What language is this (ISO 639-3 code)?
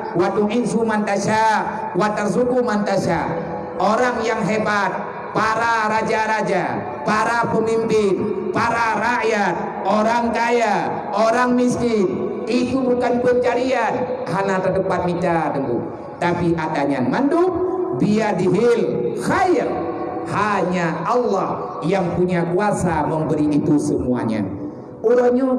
ace